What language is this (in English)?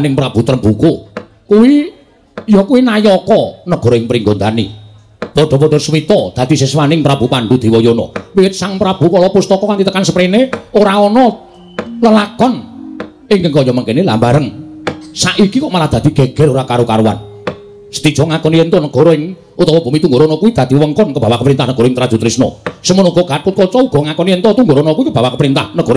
Javanese